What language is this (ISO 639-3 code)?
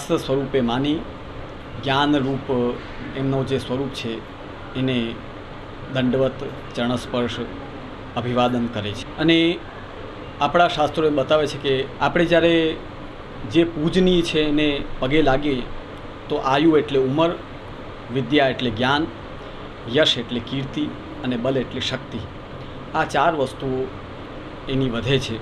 guj